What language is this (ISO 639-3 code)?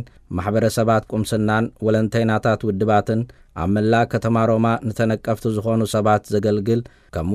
tir